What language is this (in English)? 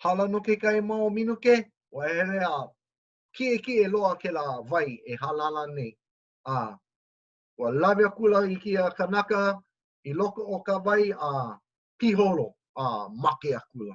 Hawaiian